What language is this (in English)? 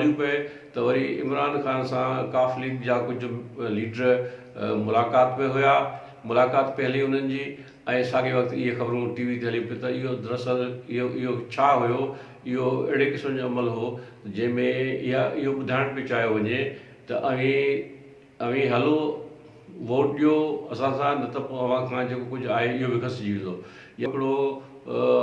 Sindhi